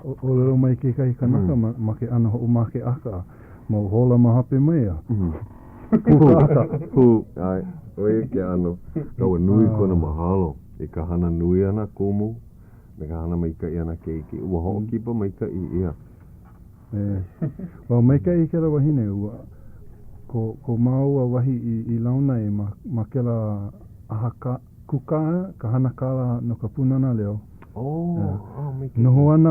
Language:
Hawaiian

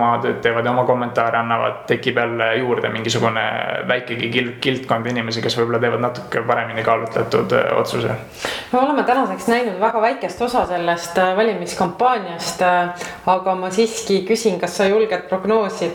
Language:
Estonian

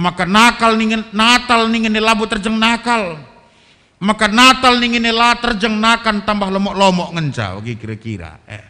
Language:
Batak Karo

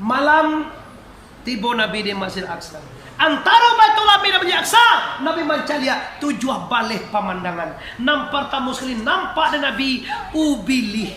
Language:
Minangkabau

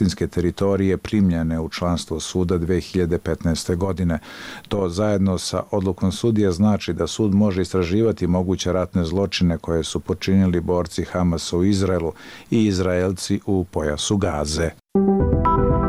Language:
Bosnian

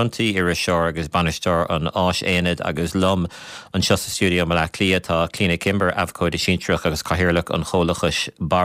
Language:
Irish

